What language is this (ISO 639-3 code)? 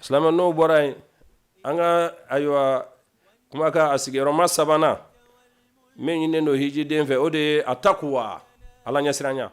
bam